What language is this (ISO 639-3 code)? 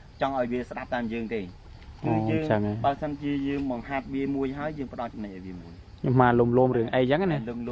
khm